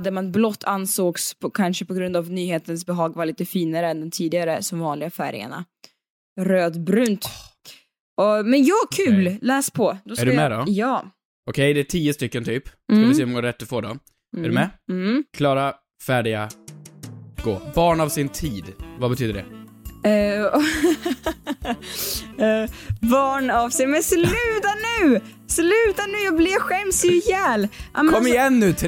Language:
Swedish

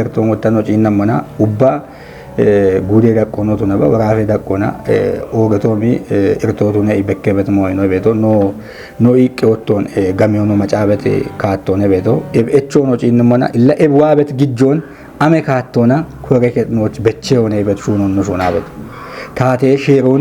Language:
Kafa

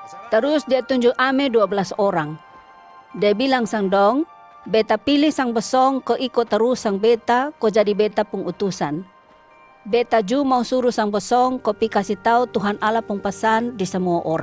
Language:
Kupang Malay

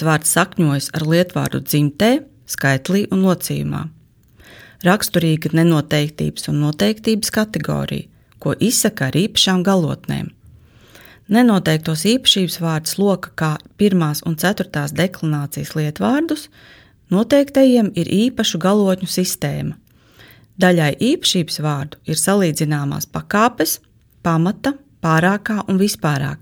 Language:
Latvian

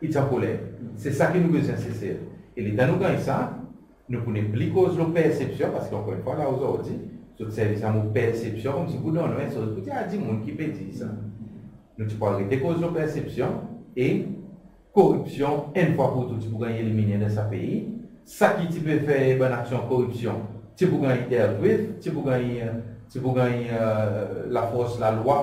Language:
Seselwa Creole French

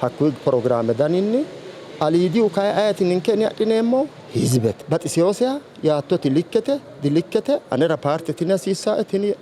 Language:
Sidamo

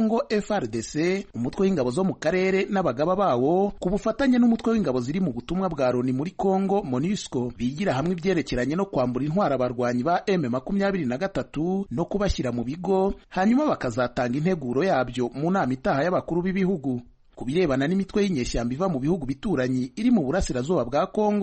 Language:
Kinyarwanda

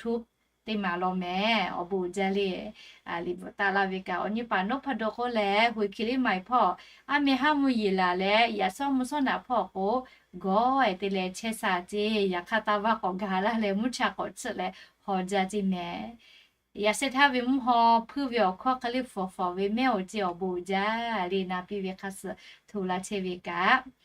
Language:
Lahu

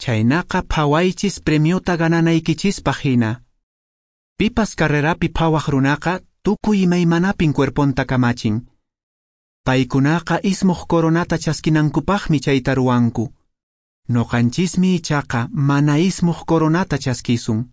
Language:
Quechua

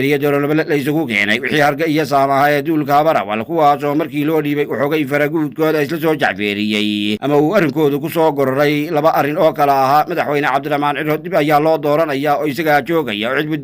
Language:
Somali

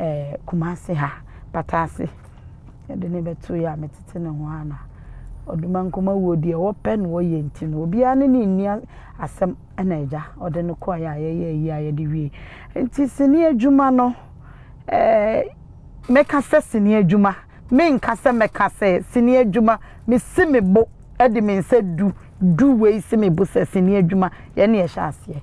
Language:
Akan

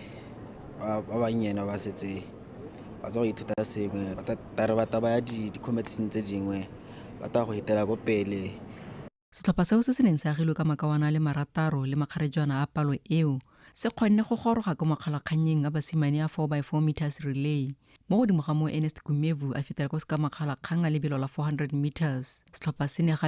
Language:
Tswana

